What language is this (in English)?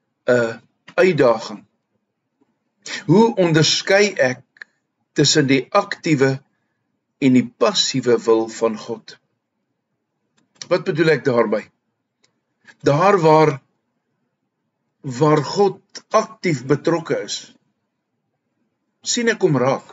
Afrikaans